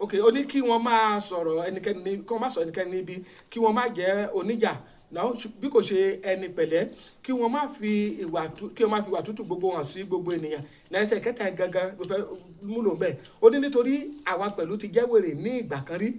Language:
Yoruba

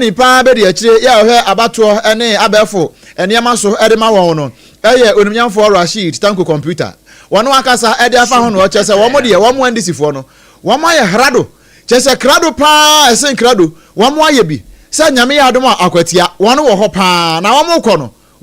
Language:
Akan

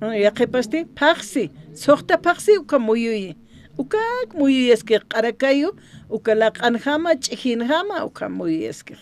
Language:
Aymara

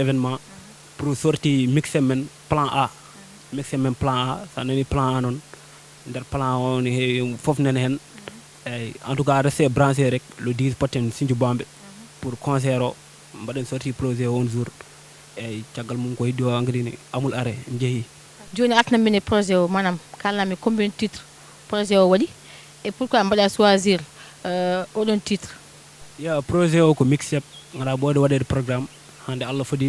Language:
Fula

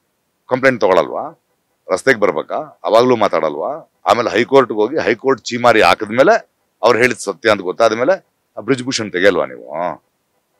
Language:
Kannada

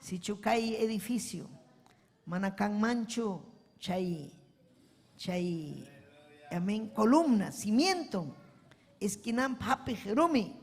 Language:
Ayacucho Quechua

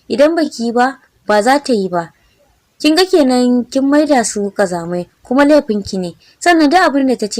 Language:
Hausa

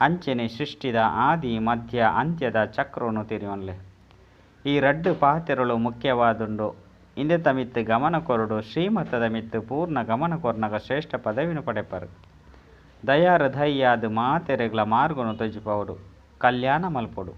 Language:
Tulu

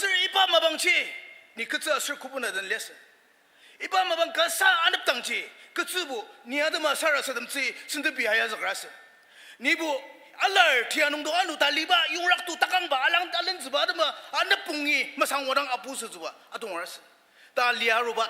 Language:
Ao Naga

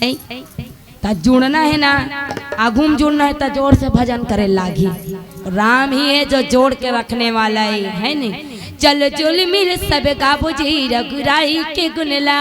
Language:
Chhattisgarhi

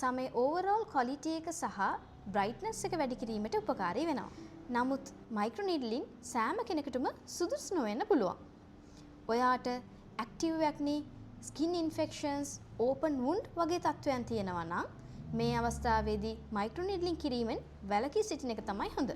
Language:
Sinhala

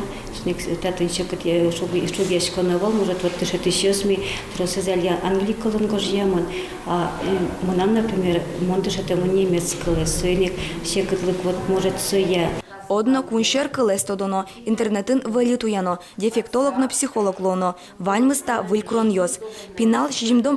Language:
Udmurt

